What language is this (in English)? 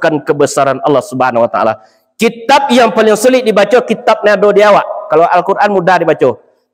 Minangkabau